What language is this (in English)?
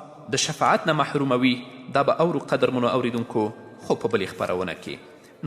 Pashto